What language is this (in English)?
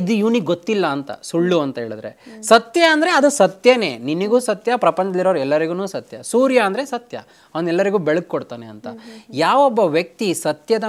Kannada